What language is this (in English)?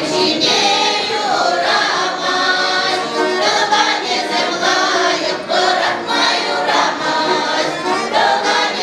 Chuvash